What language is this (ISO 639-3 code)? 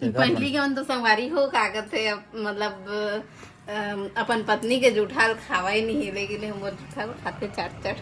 hne